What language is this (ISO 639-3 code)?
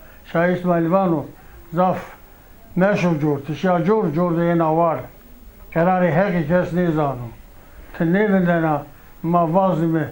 zza